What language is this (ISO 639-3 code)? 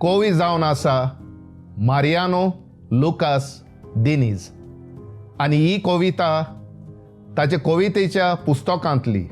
kok